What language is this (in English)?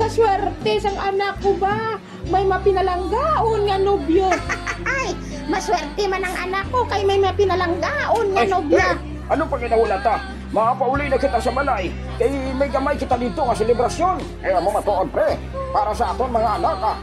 Hiligaynon